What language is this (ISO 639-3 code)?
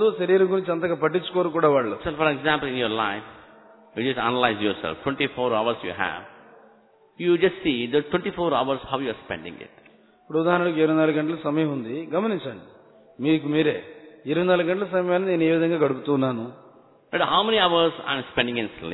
tel